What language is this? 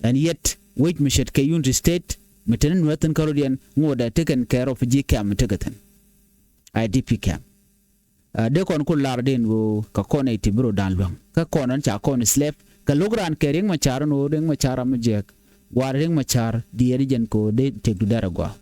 Nuer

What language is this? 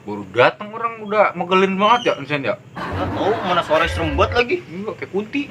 Betawi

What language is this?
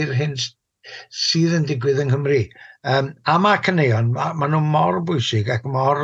Welsh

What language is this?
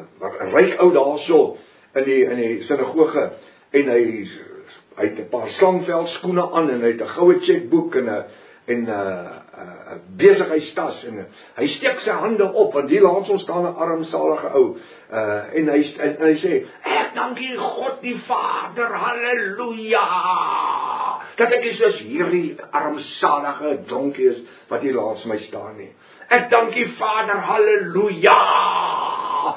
Afrikaans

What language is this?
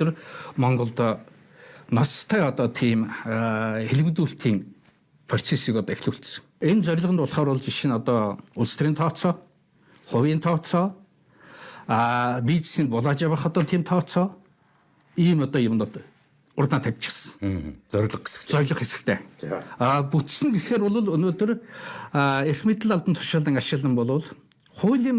Mongolian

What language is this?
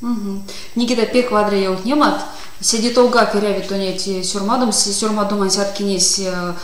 Erzya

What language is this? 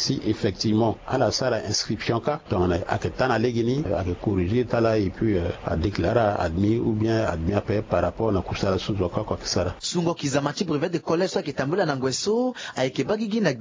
Sango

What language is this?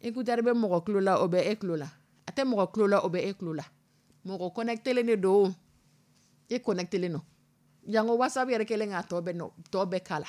Dyula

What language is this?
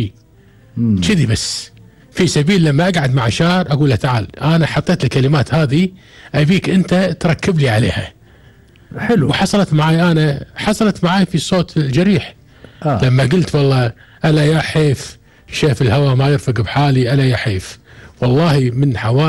Gulf Arabic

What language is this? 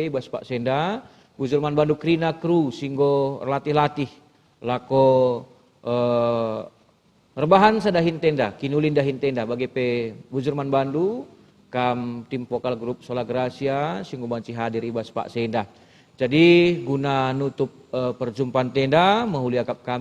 Batak Karo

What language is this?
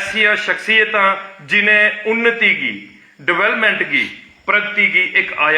Dogri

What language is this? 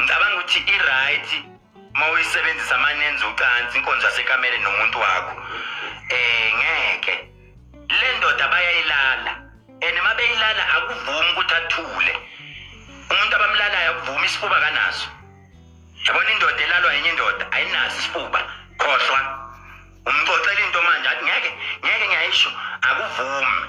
Zulu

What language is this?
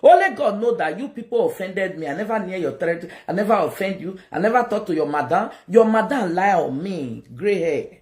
Nigerian Pidgin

